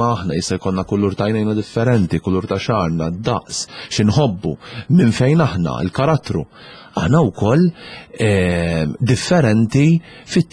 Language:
Maltese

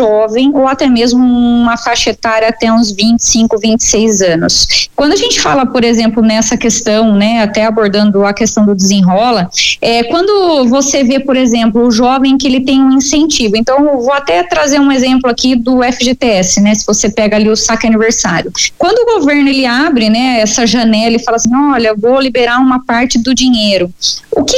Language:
Portuguese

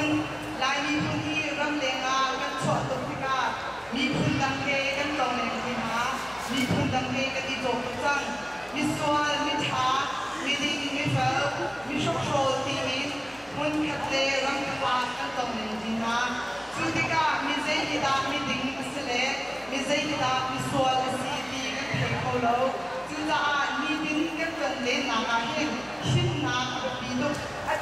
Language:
Hakha Chin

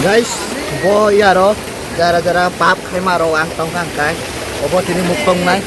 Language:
Kok Borok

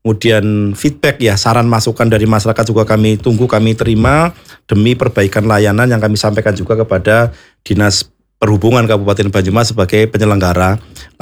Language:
Indonesian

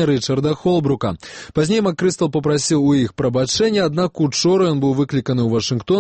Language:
Belarusian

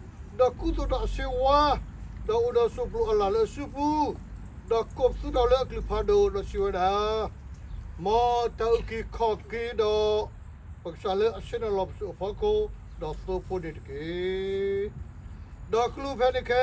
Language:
S'gaw Karen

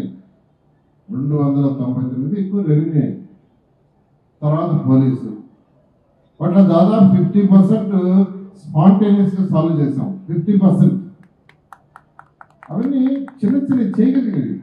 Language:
Telugu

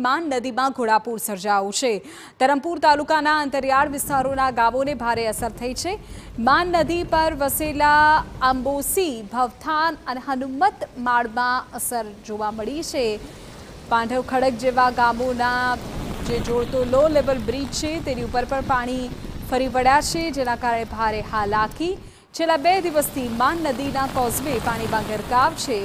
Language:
Gujarati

